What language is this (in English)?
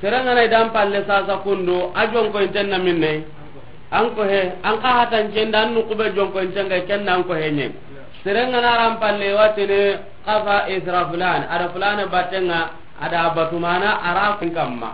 Soninke